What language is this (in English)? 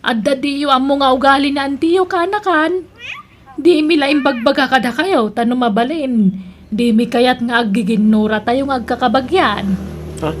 Iloko